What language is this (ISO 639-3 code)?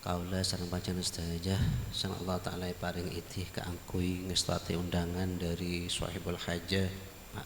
mad